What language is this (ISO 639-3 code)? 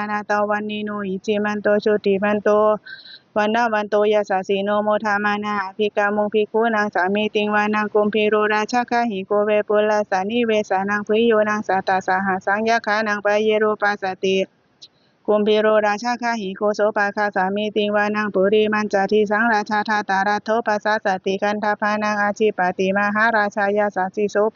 pli